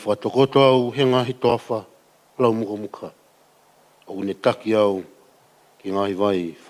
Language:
Tongan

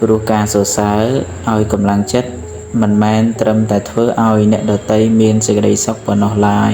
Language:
Khmer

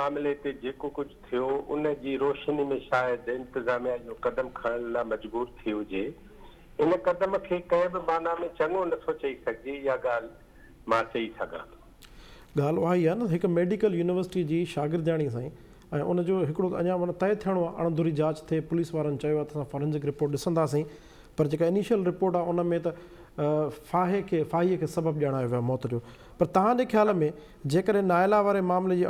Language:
Sindhi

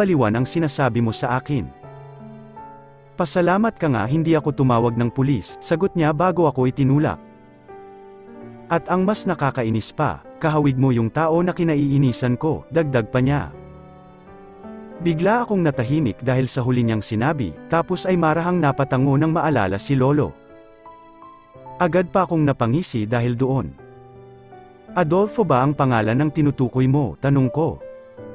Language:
Filipino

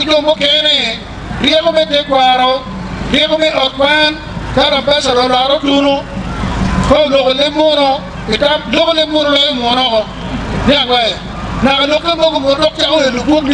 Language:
Acoli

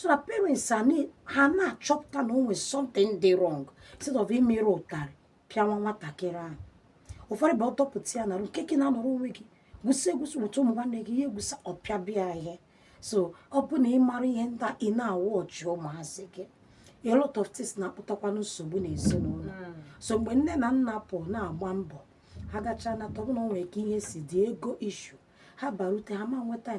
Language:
Igbo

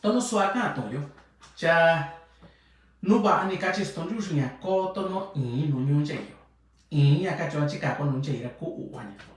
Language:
Mixtepec Mixtec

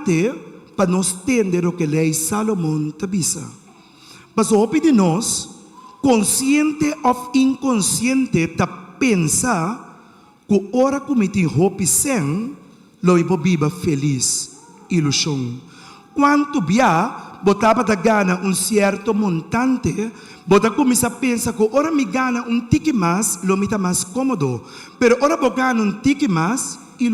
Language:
Papiamento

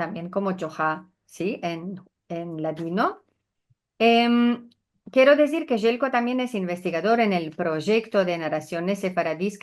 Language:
Ladino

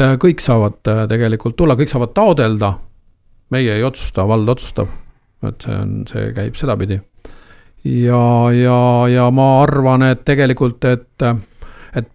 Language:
Estonian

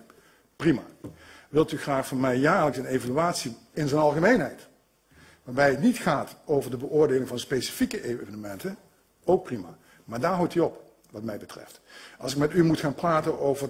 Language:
Dutch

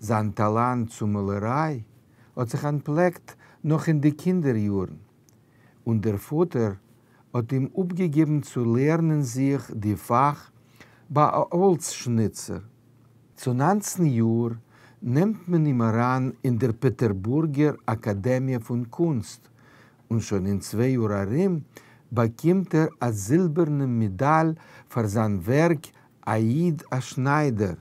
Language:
Yiddish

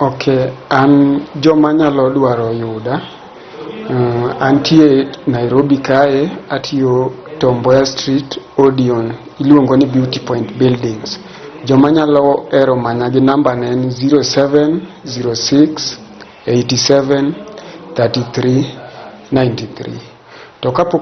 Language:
Luo (Kenya and Tanzania)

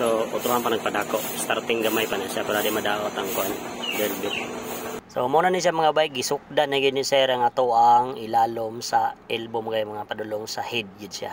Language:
Cebuano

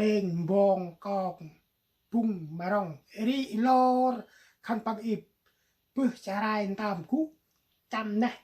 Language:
Central Mnong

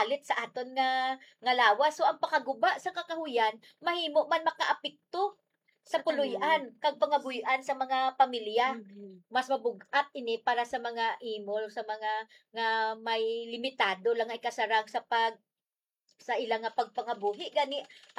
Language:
Hiligaynon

